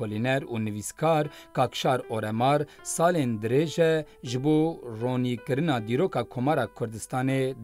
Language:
Kurdish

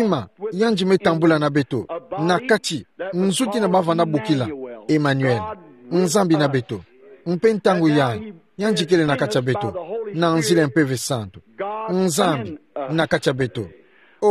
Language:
Kituba (Democratic Republic of Congo)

